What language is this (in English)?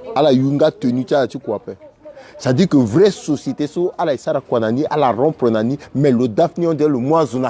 Sango